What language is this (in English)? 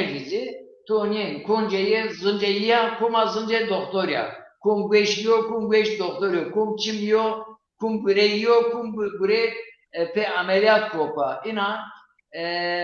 Zaza